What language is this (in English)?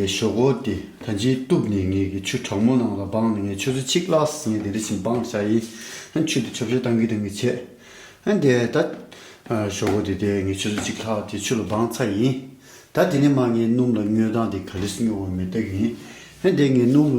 Tibetan